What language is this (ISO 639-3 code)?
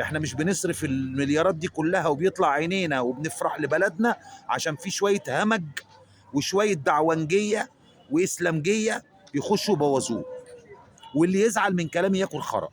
arz